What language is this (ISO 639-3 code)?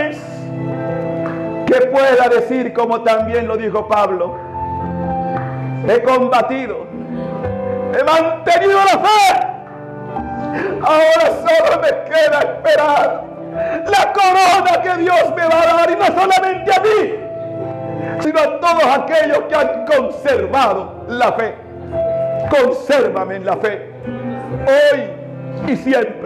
spa